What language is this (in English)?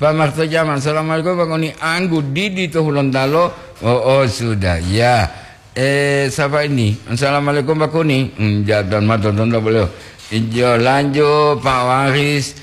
Gorontalo